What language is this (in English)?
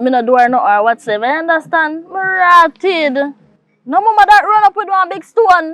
Jamaican Creole English